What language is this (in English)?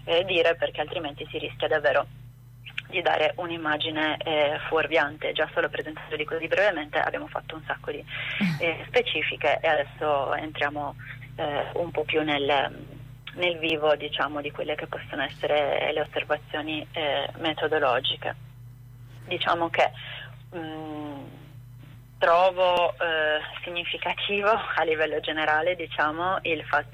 Italian